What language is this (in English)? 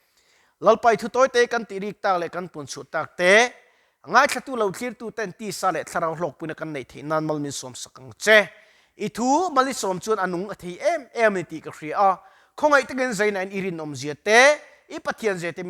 Mizo